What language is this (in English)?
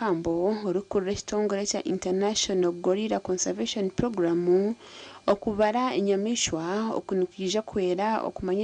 Nyankole